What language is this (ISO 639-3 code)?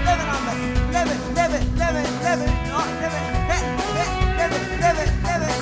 mfe